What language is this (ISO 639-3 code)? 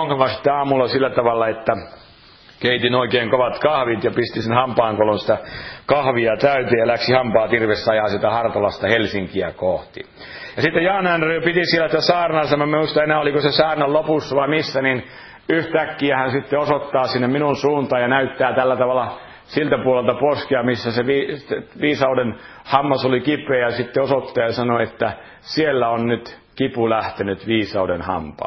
fin